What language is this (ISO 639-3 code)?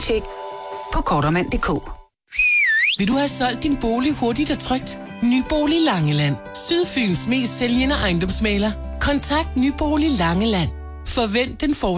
dan